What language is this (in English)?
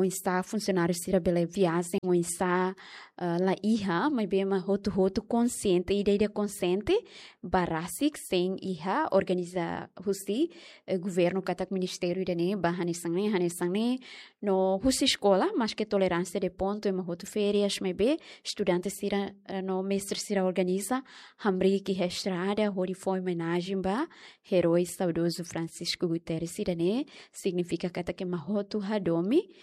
Tetum